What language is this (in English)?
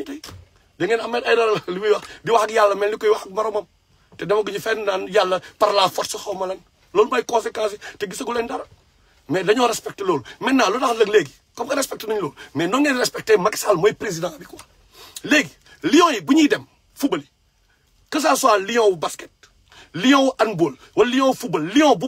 Wolof